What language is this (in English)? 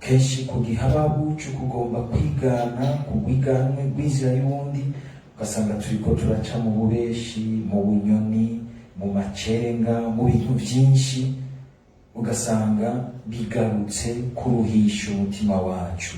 Rundi